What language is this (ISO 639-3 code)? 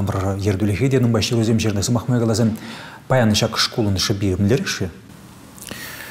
chv